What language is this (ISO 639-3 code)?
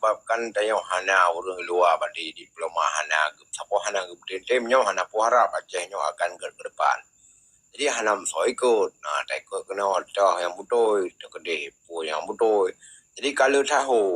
ace